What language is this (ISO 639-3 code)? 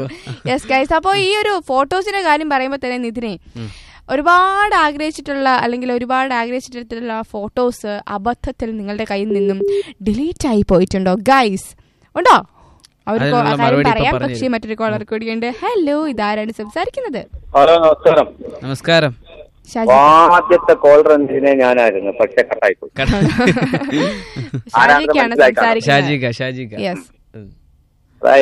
mal